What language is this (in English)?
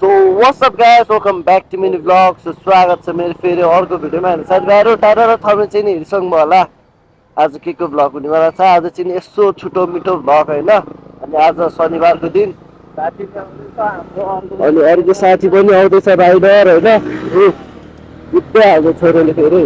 Nepali